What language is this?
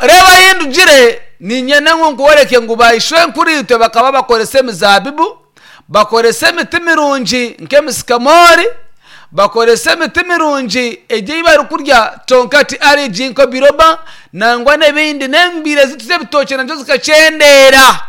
Nyankole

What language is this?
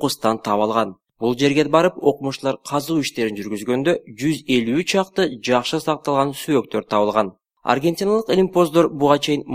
Kyrgyz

